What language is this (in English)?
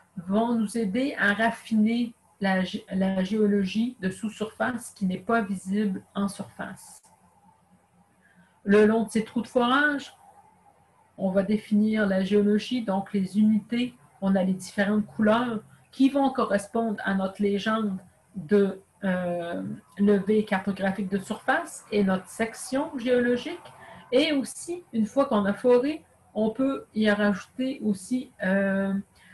French